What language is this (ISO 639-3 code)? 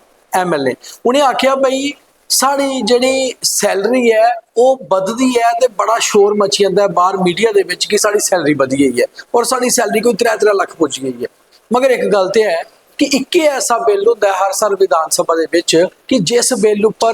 doi